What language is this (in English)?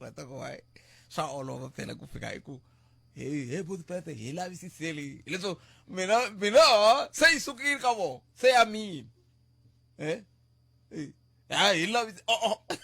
Tsonga